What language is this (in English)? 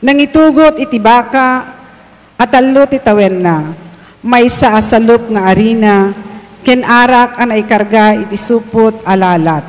Iloko